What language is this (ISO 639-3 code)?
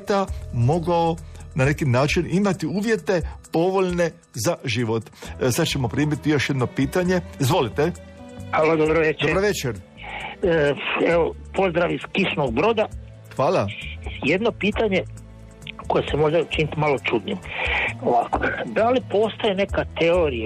hrv